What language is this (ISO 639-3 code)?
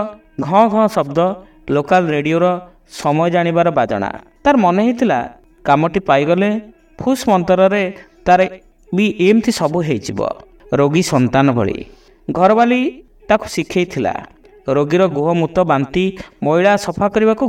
ori